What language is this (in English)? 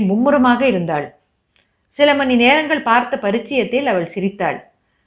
Tamil